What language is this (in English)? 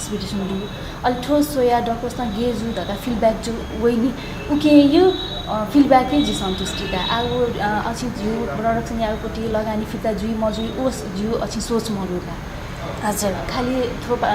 Newari